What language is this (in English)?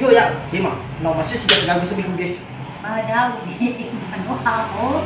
Nias